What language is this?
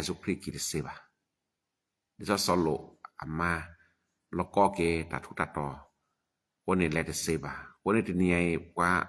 S'gaw Karen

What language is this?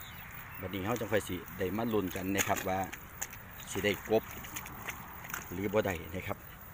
Northeastern Thai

